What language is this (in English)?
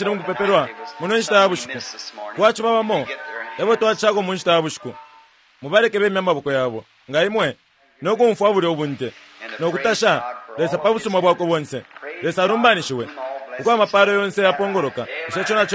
Bemba